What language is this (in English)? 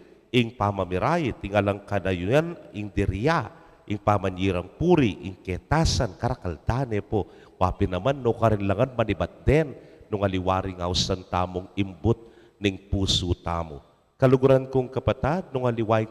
Pampanga